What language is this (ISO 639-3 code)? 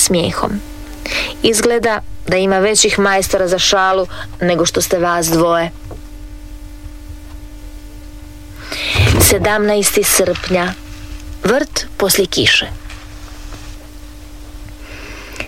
hrv